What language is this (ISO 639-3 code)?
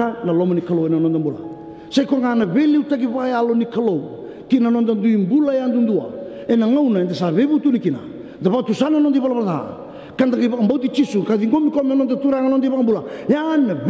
fij